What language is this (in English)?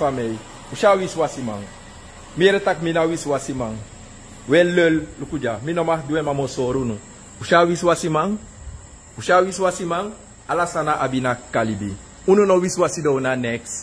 Sranan Tongo